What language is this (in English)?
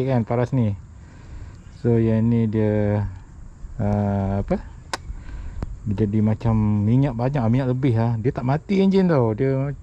Malay